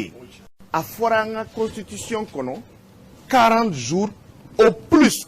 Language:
Bambara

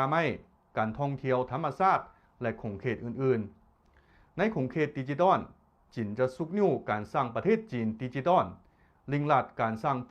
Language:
Lao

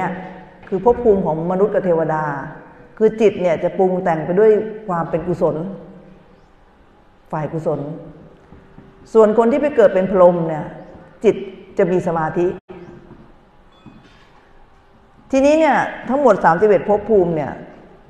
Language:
Thai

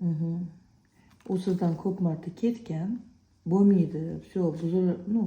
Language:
Uzbek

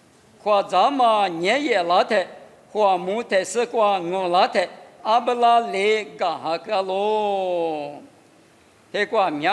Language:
Lisu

